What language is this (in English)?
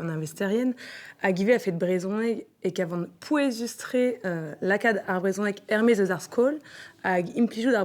Breton